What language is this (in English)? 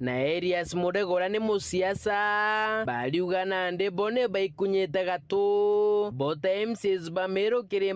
Meru